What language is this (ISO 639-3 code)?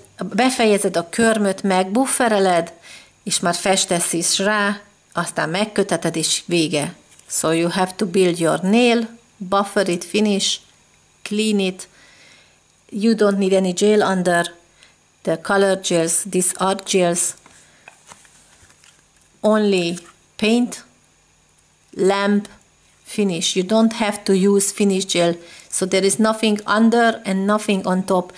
hun